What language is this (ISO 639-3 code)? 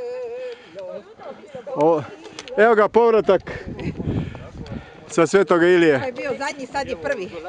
hrv